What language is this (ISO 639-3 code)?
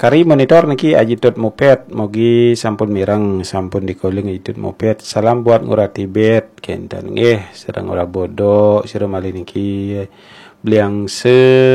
ban